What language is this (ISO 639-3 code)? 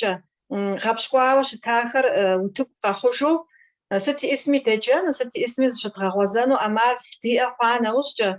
kbd